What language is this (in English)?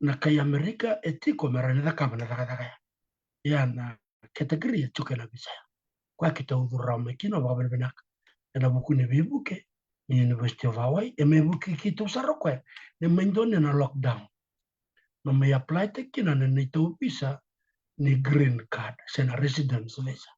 Fijian